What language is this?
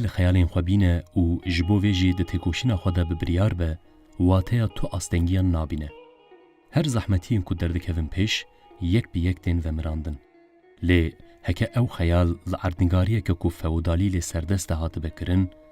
Kurdish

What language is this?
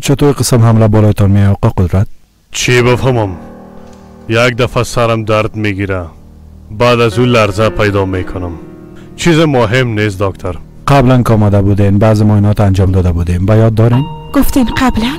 Persian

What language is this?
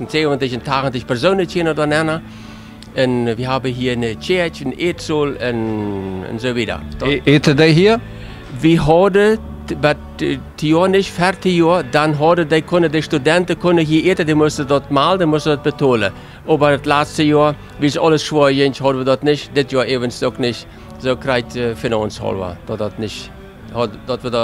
Plautdietsch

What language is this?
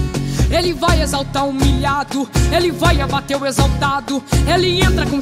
Portuguese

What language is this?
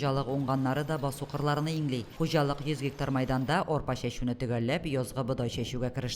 Tatar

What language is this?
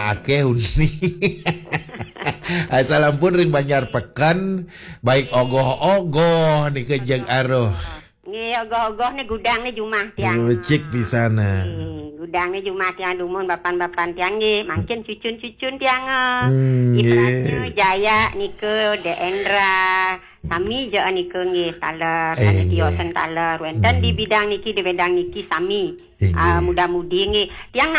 Balinese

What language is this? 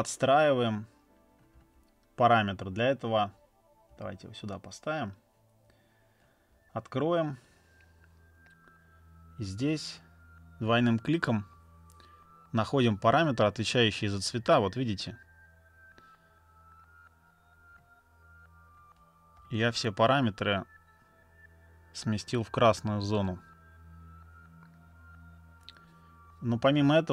Russian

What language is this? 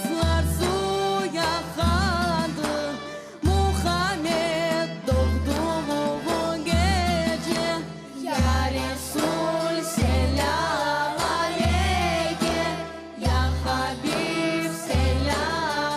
Crimean Tatar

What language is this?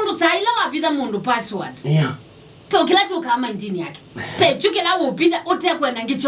Kamba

